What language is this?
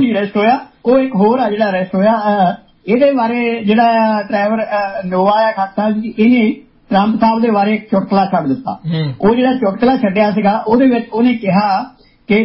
Punjabi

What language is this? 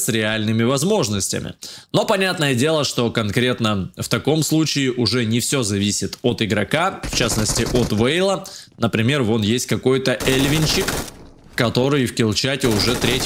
Russian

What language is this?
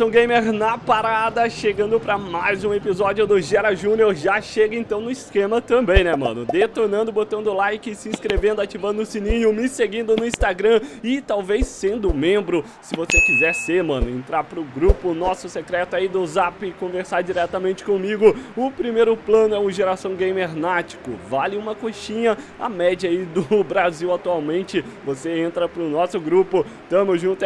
Portuguese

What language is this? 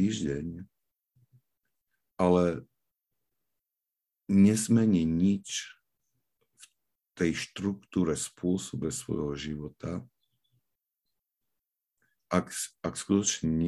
Slovak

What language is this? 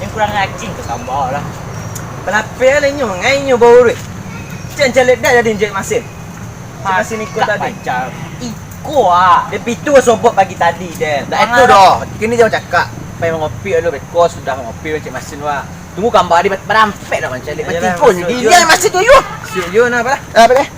Minangkabau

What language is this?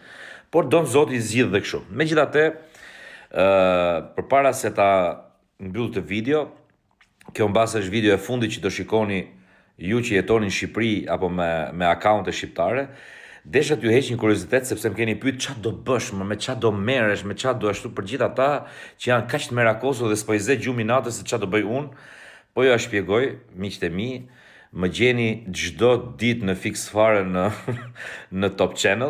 Albanian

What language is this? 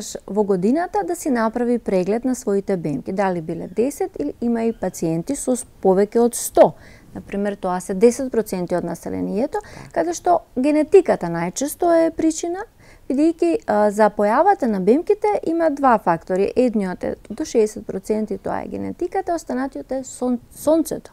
Macedonian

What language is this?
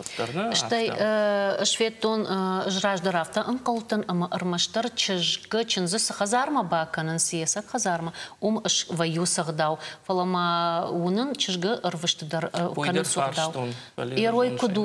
Ossetic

